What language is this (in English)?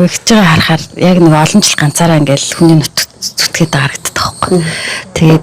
Mongolian